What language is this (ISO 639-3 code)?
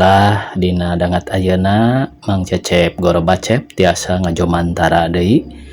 sun